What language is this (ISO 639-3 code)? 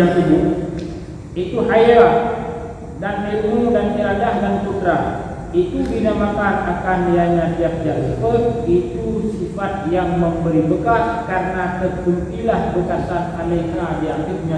ace